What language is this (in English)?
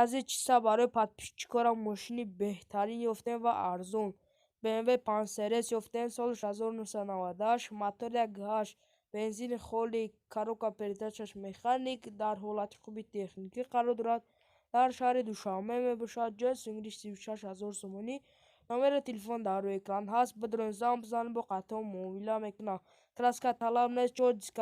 Tajik